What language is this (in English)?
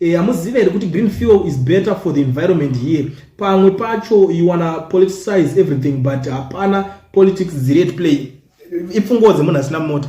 Shona